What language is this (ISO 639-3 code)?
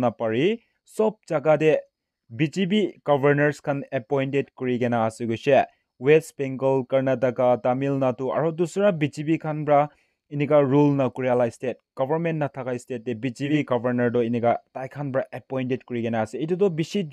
nag